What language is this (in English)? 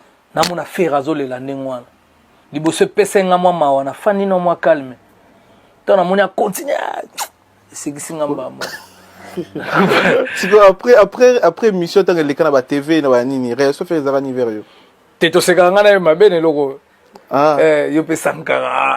Lingala